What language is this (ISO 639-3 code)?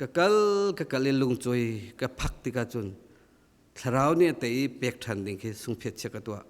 cnh